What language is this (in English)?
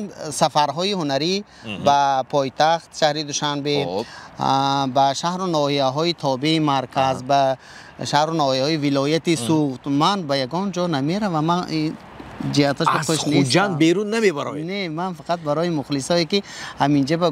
Tajik